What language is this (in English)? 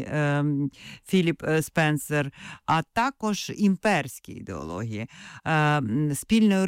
Ukrainian